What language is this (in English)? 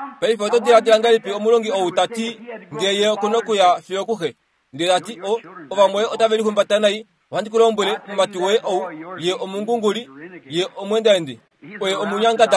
Kuanyama